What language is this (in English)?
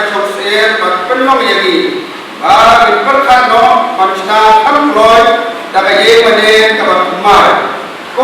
Khasi